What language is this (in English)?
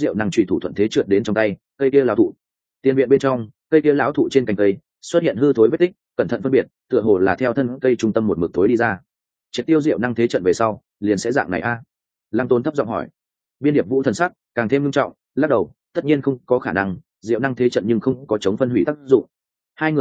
Vietnamese